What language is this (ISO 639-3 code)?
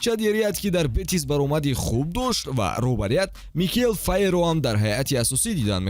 tgk